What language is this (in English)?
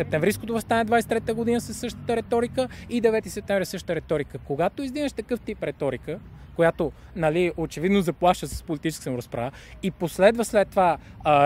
Bulgarian